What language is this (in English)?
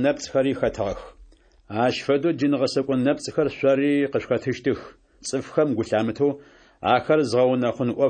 Adyghe